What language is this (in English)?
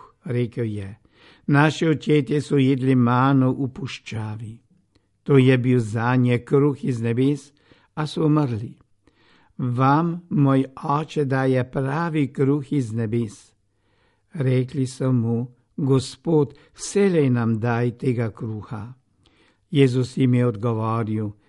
Slovenian